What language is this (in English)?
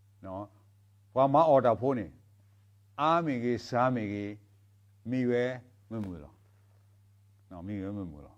S'gaw Karen